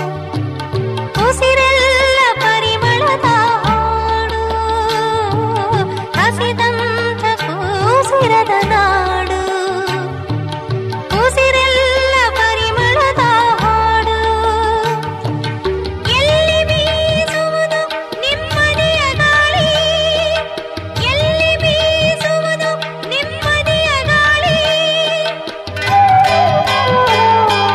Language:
Kannada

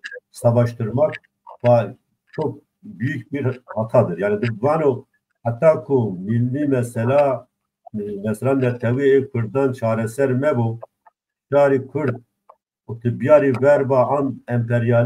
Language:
Zaza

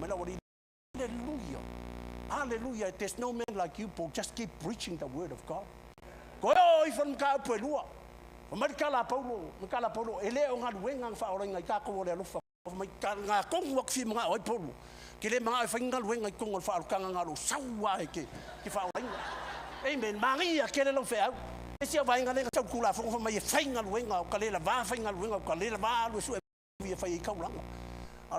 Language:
Samoan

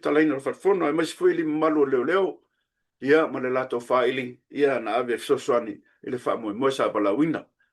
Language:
Samoan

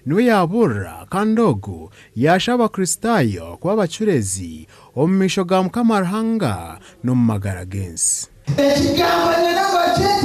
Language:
Nyankole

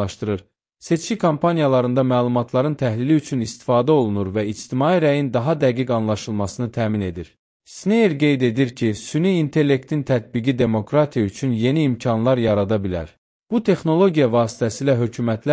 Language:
Azerbaijani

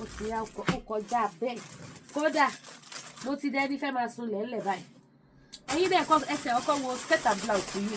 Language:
Yoruba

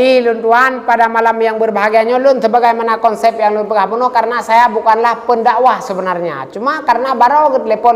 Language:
Achinese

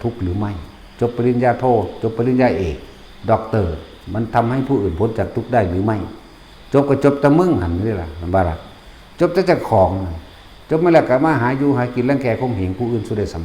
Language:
Northeastern Thai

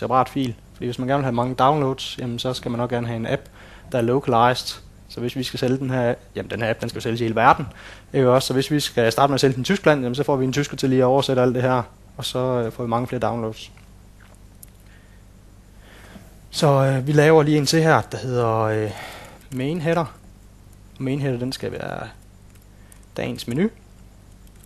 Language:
Danish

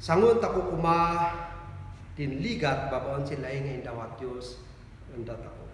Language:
Kankanaey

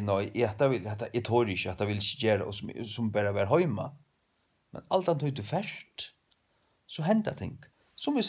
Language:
Faroese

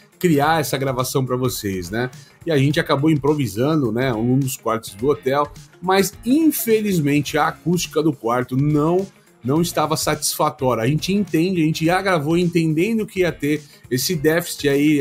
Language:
Portuguese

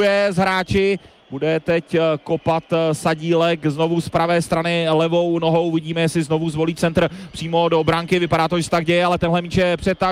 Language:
Czech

